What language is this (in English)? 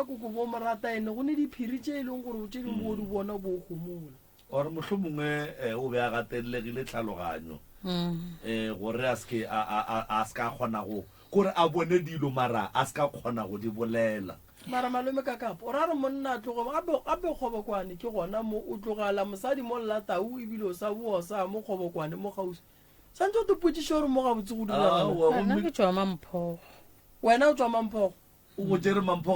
Northern Sotho